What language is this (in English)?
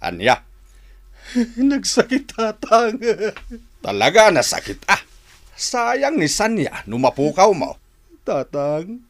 Iloko